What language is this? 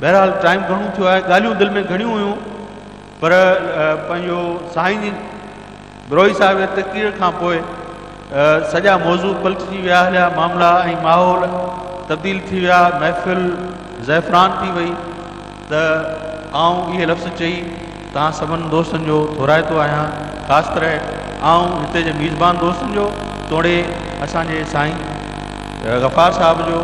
Sindhi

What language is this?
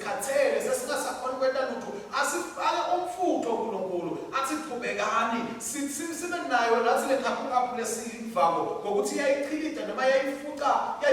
Swati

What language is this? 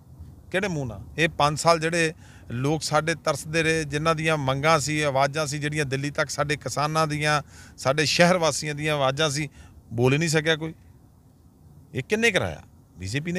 Punjabi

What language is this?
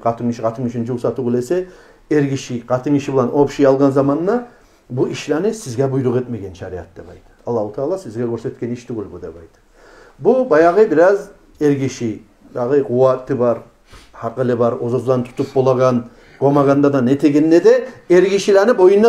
Kumyk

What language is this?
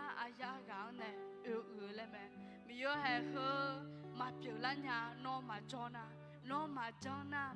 Akha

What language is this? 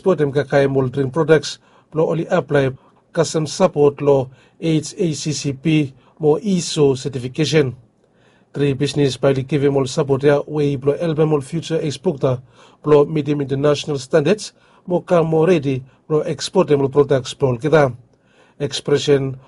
Bislama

